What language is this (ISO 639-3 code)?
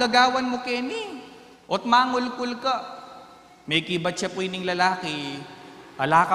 pam